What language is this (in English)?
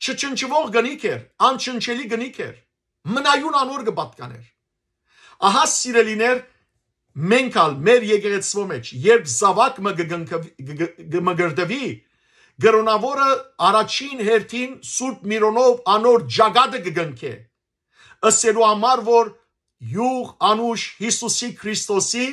Western Armenian